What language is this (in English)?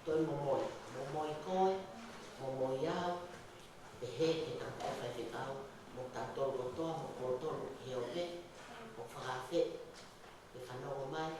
Tongan